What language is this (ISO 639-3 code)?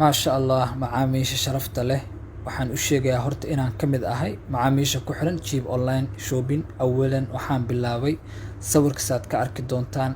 som